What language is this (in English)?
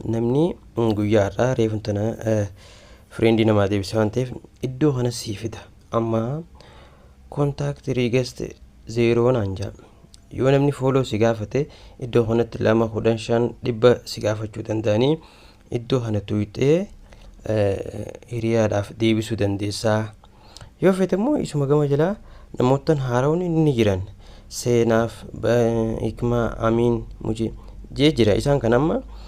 Oromo